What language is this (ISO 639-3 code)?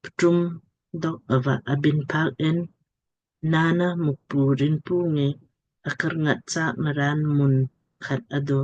lmk